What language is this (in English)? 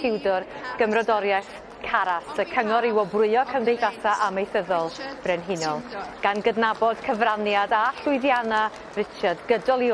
Welsh